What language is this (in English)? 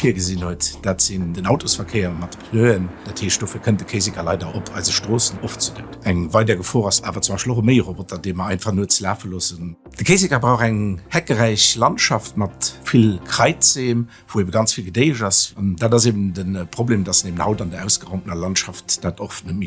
Luxembourgish